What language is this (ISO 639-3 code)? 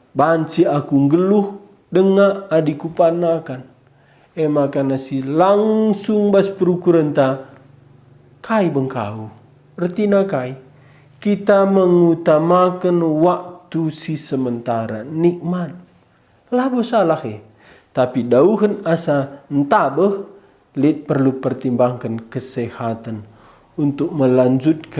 btx